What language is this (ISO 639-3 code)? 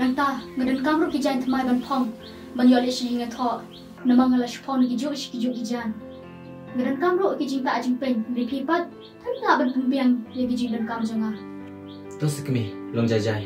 kha